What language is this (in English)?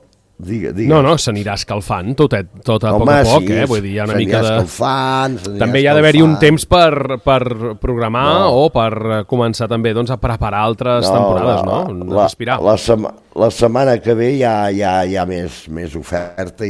Catalan